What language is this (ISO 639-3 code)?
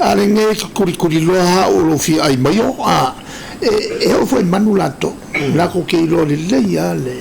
smo